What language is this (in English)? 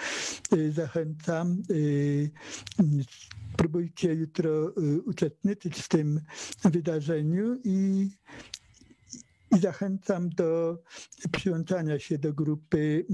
Polish